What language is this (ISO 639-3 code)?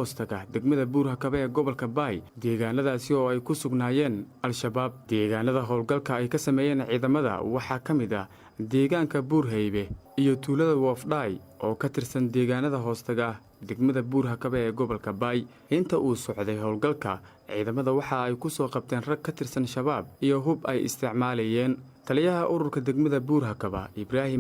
som